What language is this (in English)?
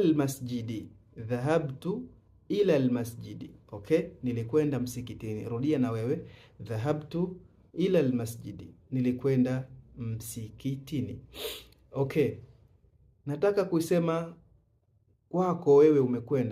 Swahili